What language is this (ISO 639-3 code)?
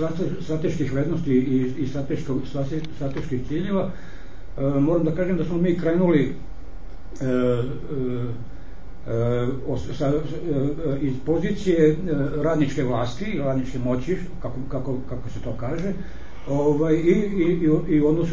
srp